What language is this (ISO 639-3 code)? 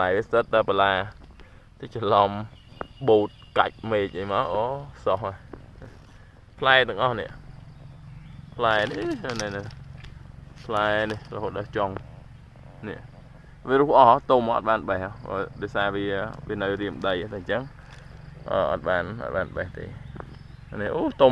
khm